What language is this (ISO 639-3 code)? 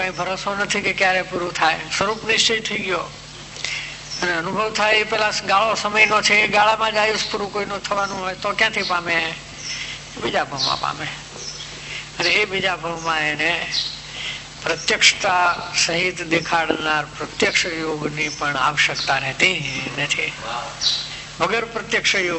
guj